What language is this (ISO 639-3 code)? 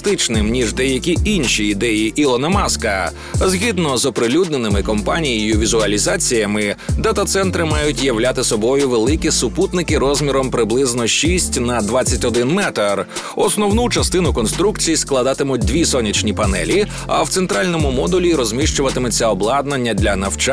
ukr